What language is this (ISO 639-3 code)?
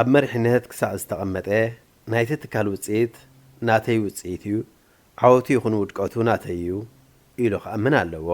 tir